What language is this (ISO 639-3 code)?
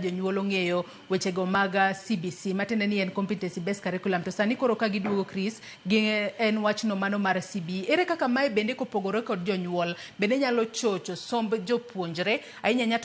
luo